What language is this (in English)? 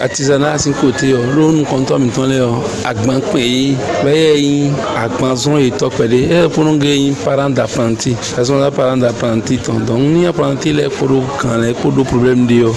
Fon